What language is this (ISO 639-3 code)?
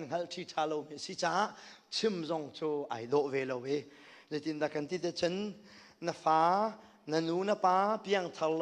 cnh